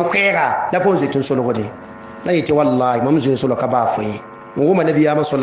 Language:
Mossi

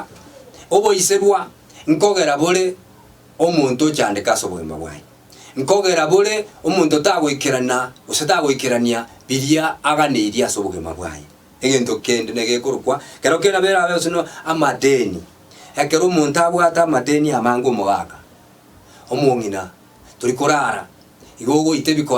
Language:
Gusii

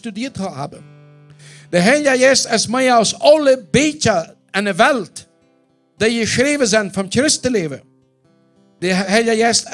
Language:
Plautdietsch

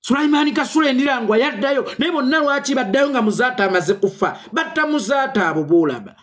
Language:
Ganda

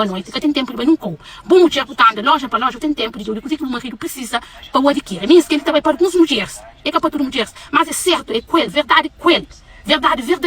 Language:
Kabuverdianu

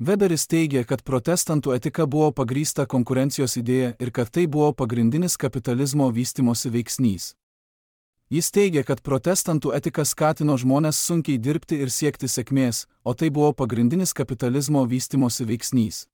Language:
Lithuanian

